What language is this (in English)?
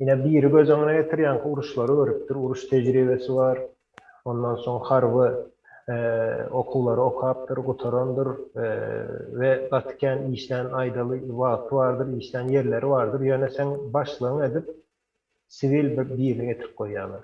Turkmen